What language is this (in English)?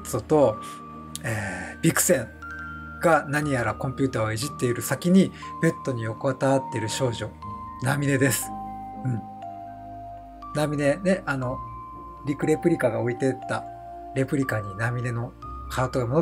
Japanese